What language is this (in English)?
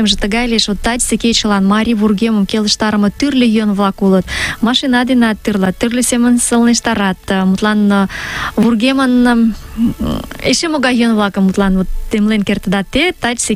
Mari